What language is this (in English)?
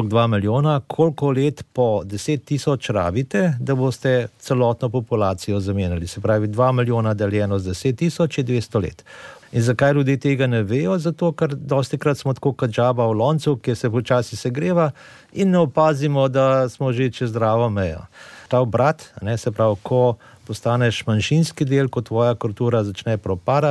Slovenian